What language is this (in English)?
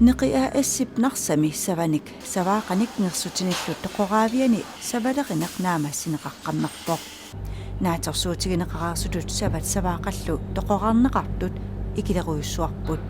Kalaallisut